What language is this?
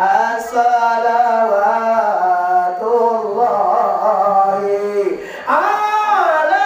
Minangkabau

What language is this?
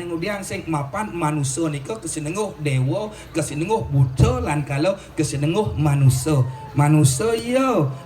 Balinese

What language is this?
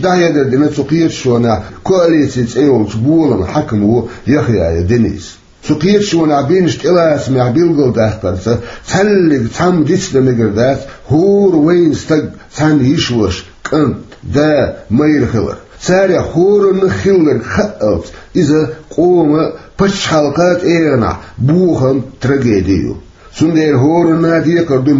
Chechen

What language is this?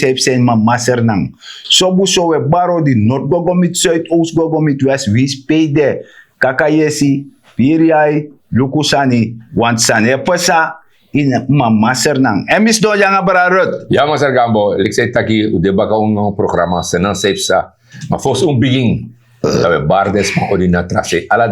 Sranan Tongo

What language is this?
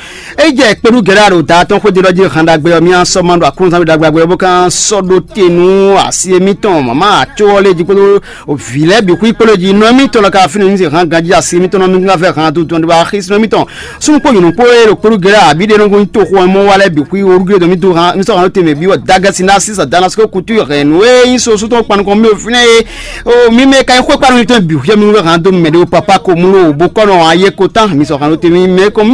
Fon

